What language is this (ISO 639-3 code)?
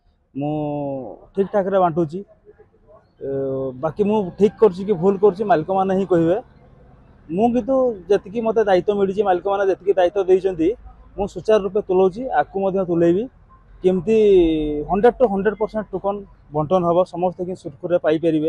ori